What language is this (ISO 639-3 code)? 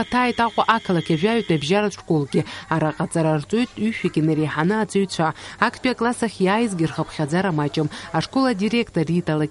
abk